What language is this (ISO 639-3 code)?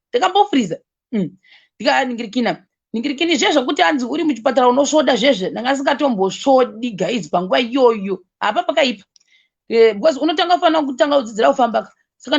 sna